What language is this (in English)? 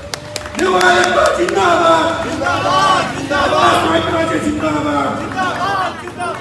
Newari